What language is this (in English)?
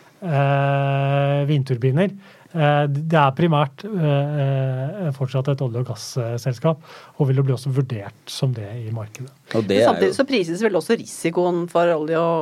Norwegian